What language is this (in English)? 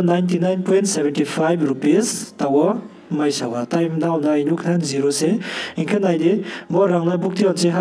Riang (India)